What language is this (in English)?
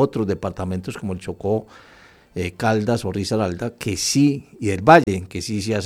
Spanish